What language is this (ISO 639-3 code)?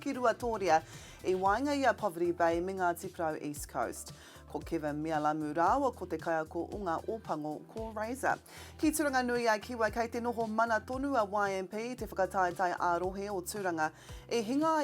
mri